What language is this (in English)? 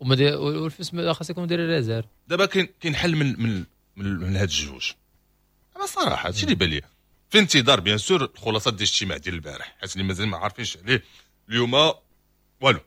Moroccan Arabic